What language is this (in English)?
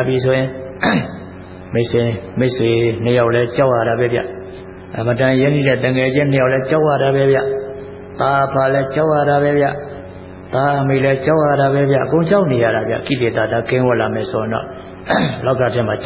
Burmese